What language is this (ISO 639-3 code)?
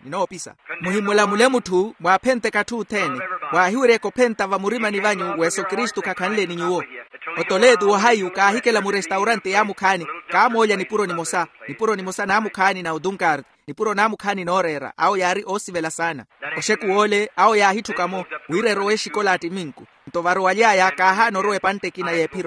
vmw